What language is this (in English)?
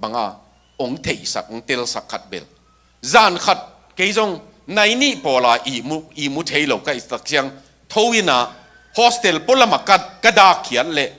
Tedim Chin